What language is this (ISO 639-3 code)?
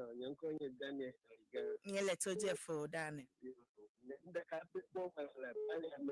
ewe